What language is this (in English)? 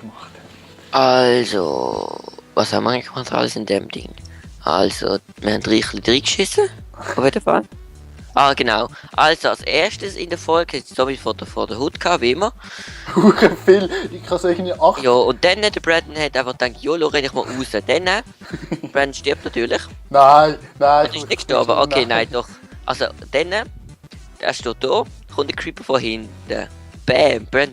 Swiss German